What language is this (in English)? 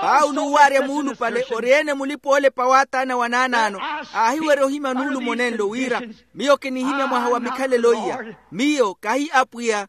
Makhuwa